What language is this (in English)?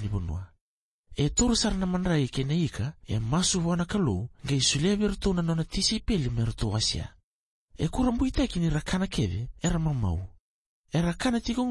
Fijian